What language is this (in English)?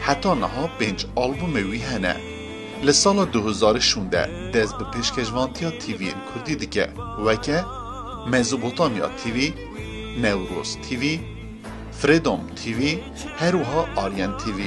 Kurdish